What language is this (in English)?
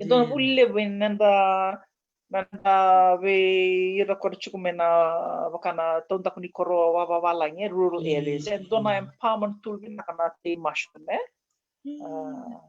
Fijian